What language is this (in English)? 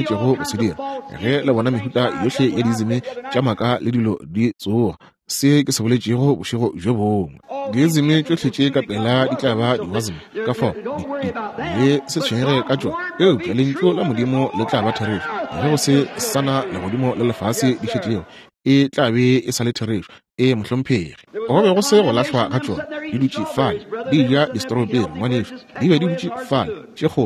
Northern Sotho